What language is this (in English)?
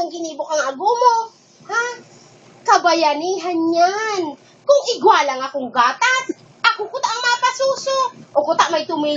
Bikol